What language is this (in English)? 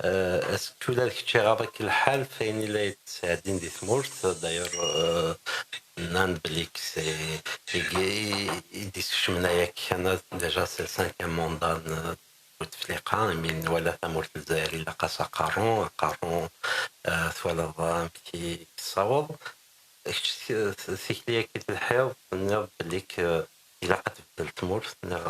Kabyle